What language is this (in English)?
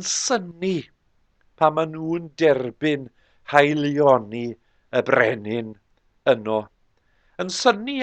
Welsh